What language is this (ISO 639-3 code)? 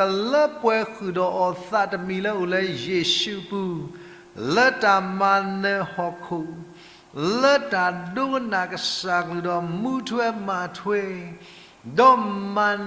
ksw